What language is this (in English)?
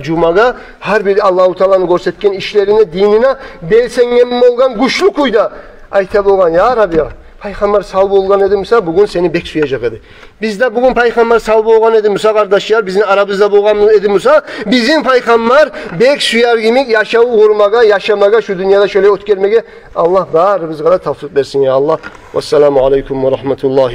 Kumyk